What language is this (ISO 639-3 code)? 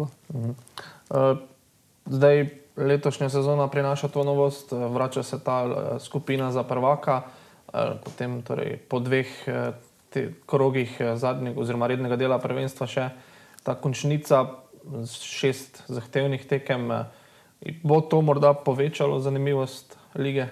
slv